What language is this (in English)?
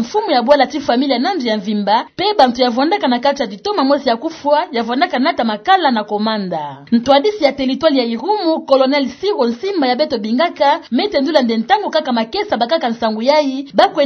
Kituba (Democratic Republic of Congo)